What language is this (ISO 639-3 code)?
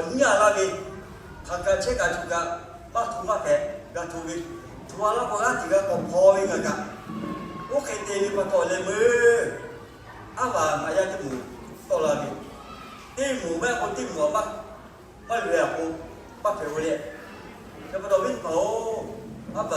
lhu